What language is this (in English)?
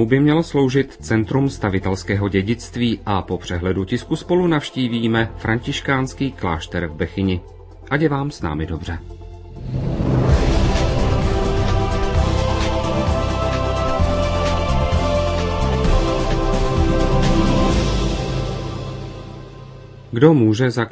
Czech